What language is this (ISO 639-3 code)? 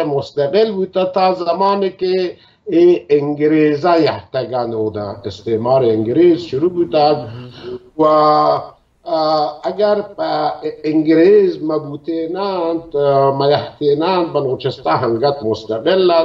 bal